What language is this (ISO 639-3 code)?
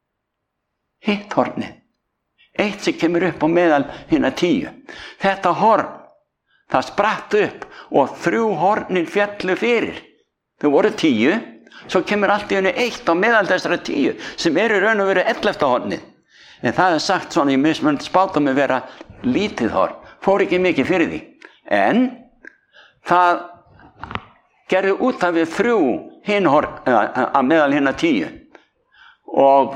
isl